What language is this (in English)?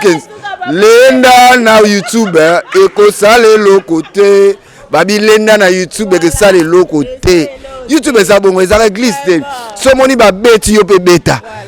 Lingala